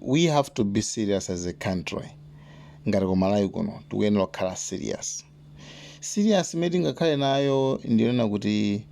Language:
Nyanja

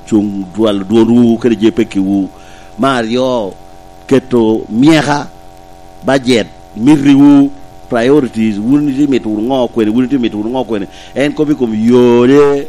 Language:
Lango (Uganda)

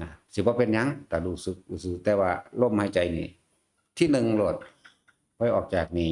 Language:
Northeastern Thai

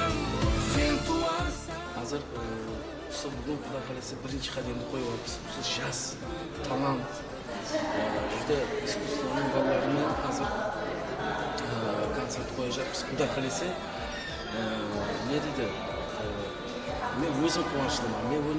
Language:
Kara-Kalpak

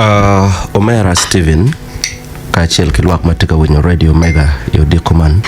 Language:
Acoli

